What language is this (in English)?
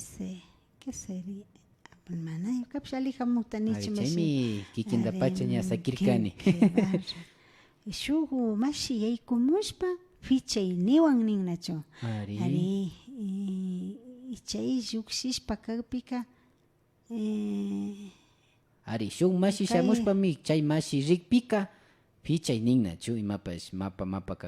Imbabura Highland Quichua